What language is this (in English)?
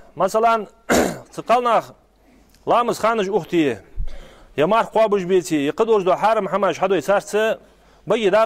Ingush